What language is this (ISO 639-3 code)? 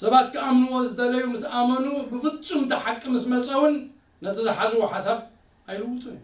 tir